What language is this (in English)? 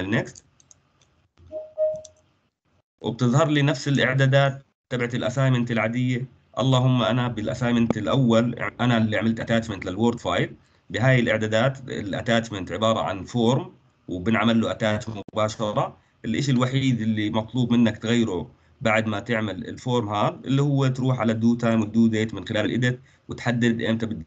South Levantine Arabic